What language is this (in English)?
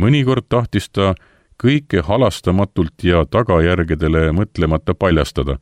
Estonian